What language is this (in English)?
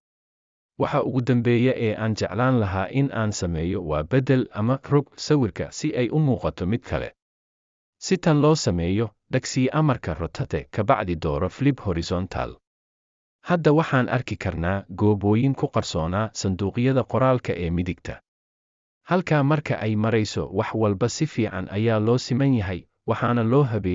Somali